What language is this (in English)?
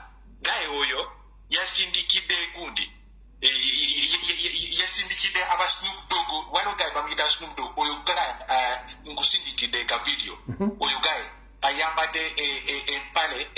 Ganda